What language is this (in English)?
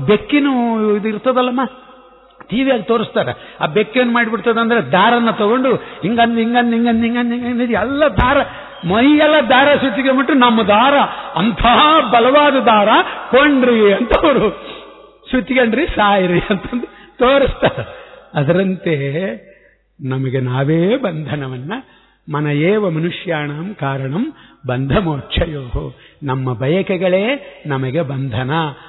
Kannada